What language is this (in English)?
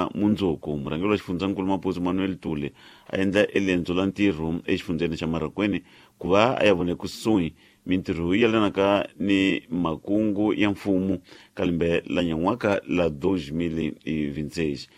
Tsonga